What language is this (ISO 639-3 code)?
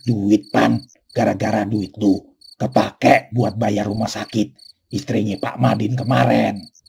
bew